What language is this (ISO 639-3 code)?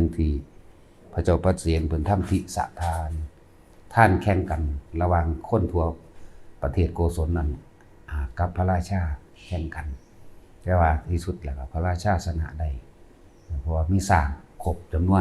lao